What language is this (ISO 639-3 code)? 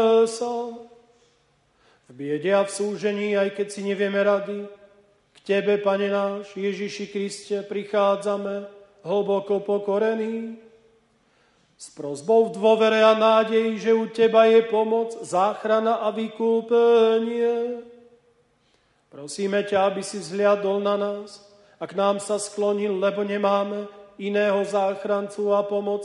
slk